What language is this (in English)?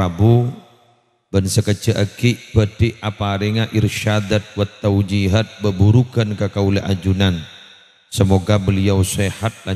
Madurese